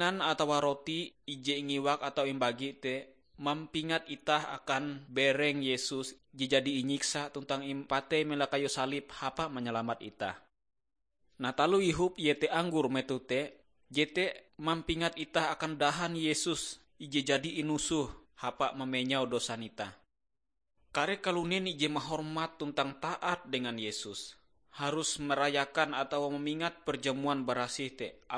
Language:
Ngaju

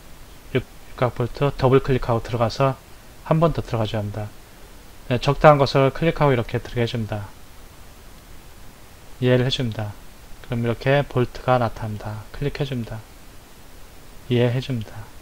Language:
Korean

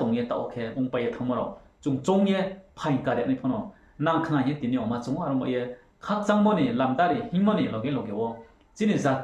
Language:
Riang (India)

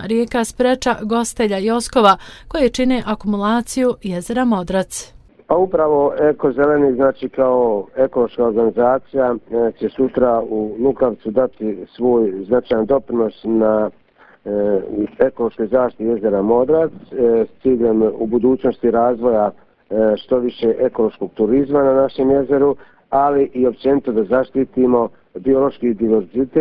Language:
Bosnian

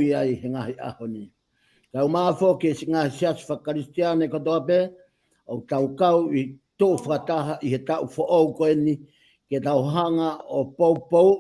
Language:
Tongan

